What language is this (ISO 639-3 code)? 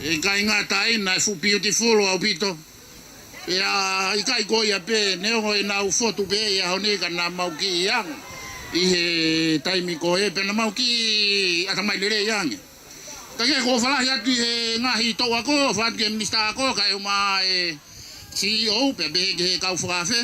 ton